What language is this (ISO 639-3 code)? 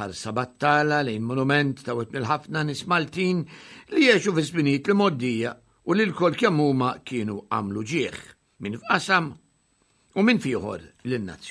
mlt